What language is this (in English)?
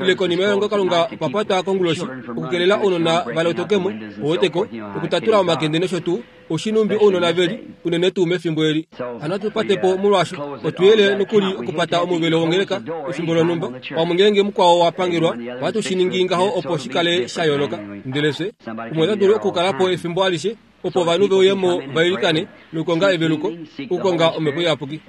Kuanyama